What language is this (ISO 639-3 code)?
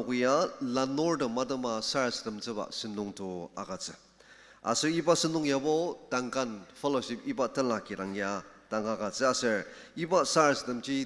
njo